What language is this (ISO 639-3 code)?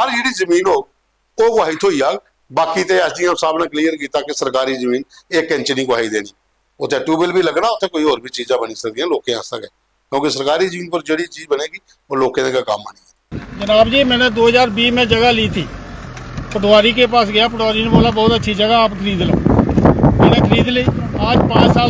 doi